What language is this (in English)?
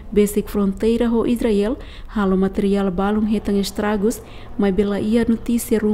Tetum